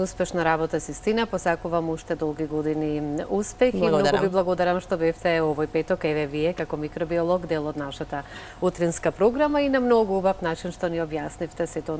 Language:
Macedonian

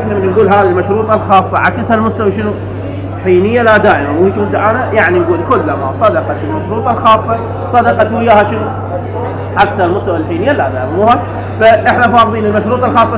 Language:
Mesopotamian Arabic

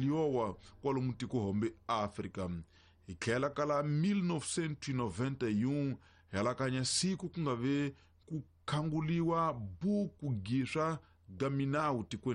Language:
Tsonga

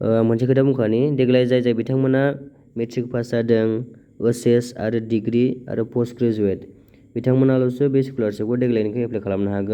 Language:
Bodo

